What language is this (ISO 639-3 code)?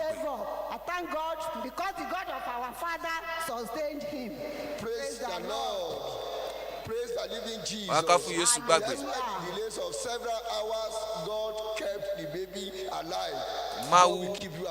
ewe